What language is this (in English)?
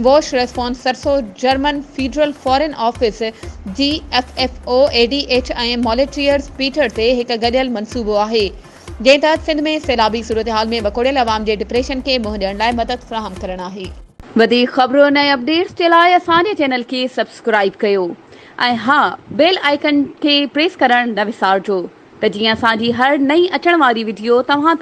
Sindhi